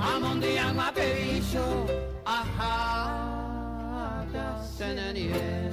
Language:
Guarani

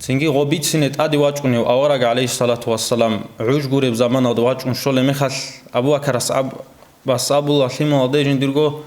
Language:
Avaric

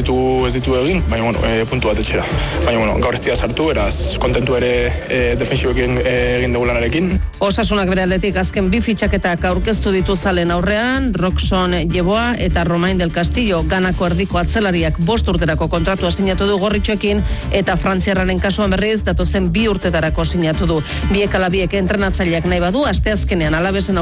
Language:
Basque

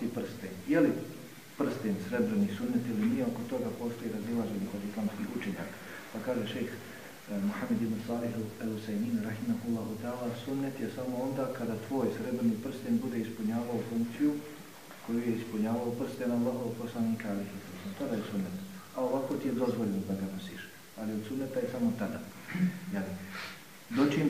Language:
Bosnian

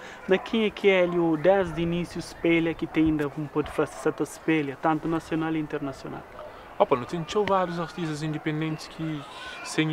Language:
Kabuverdianu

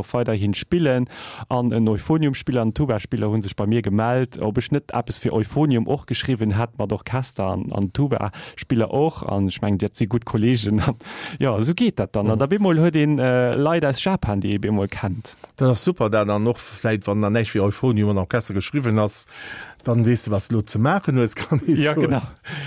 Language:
Luxembourgish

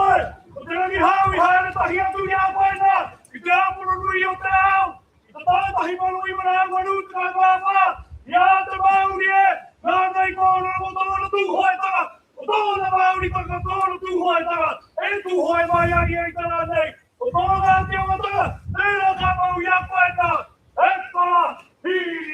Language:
Māori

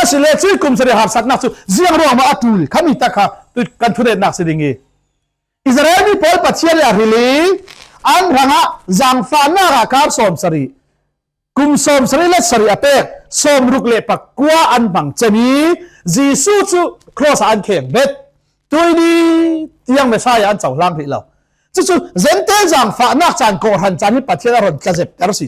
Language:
Falam Chin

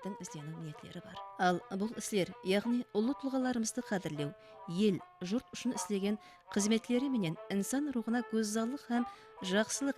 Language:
Kara-Kalpak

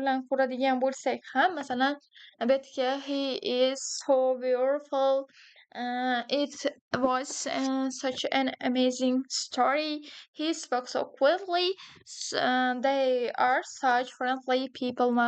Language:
Uzbek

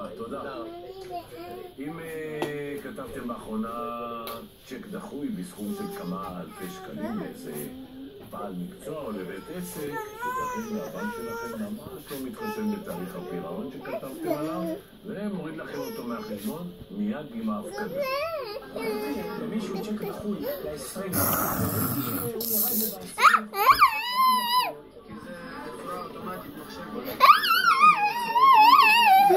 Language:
Hebrew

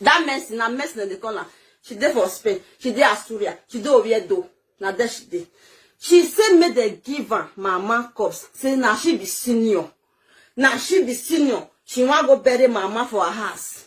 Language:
Nigerian Pidgin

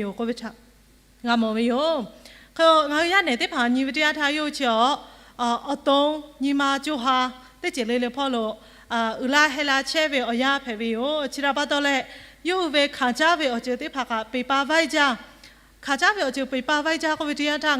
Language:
Lahu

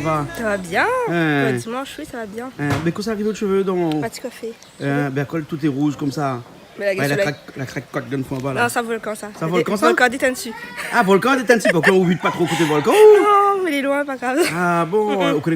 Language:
Réunion Creole French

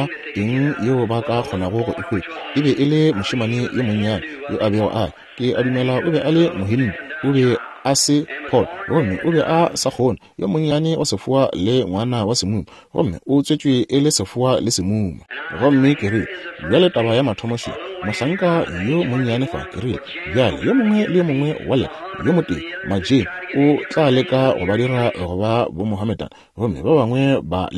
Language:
Northern Sotho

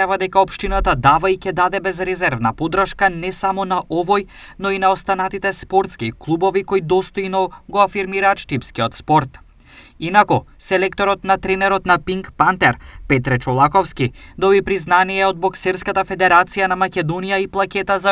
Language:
Macedonian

